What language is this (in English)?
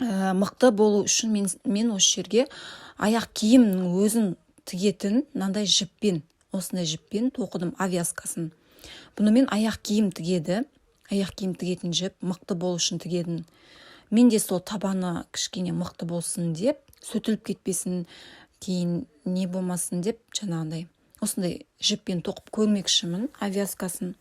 Kazakh